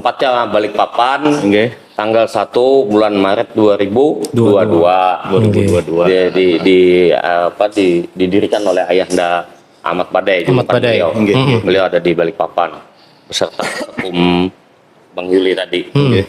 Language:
Banjar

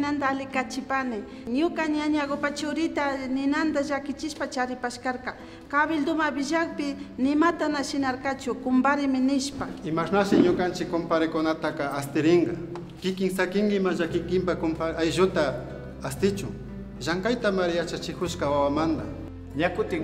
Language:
Imbabura Highland Quichua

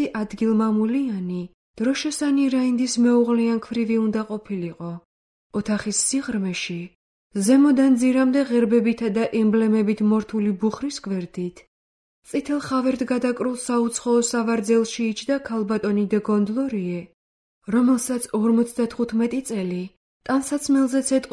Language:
Georgian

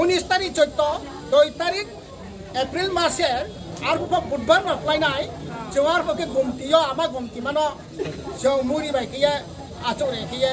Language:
Riang (India)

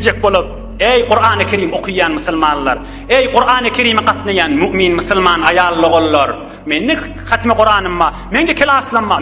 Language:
Turkmen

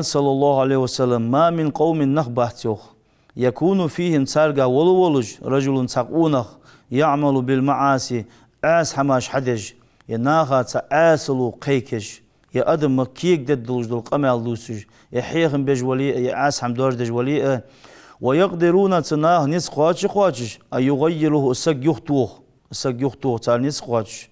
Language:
Ingush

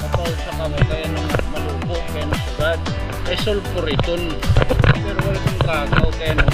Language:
Waray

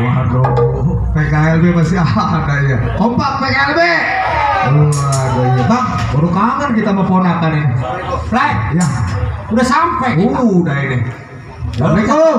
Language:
Betawi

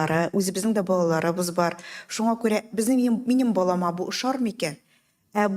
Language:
Tatar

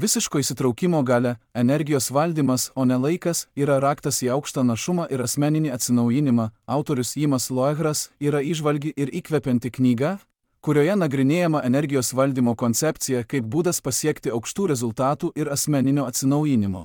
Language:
Lithuanian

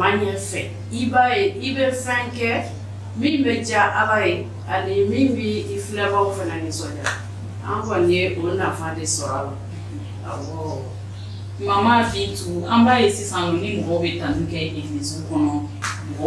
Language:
Bambara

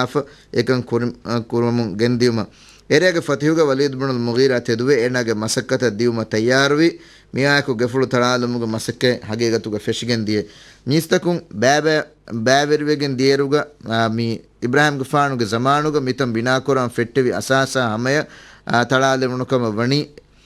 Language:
Divehi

